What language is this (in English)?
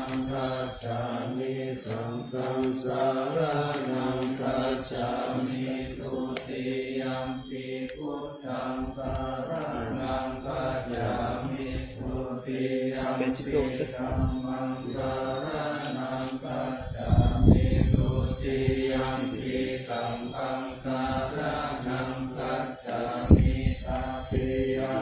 Pali